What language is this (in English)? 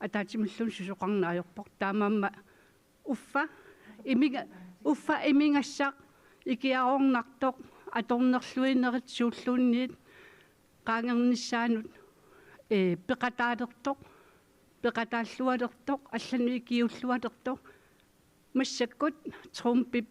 Kalaallisut